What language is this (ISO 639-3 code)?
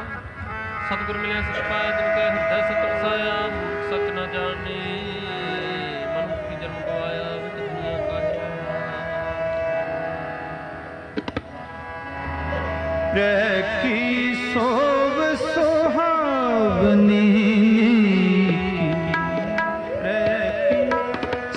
pan